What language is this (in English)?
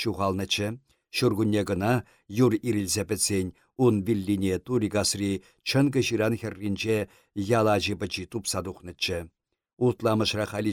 Chuvash